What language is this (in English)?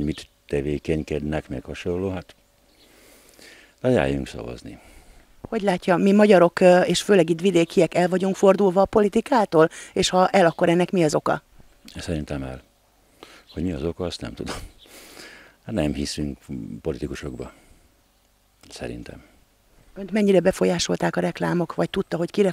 Hungarian